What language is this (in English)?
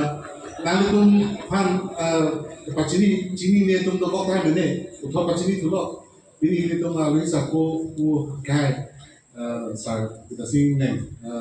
Karbi